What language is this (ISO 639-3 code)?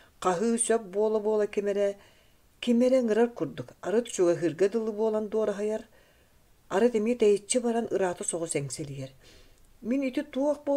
sah